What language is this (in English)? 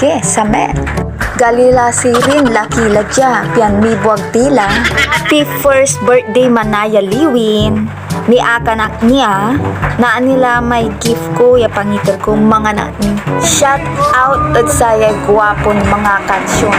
Pangasinan